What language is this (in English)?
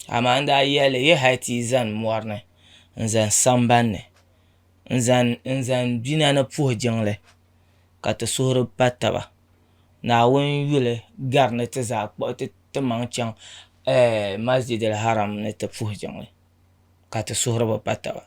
Dagbani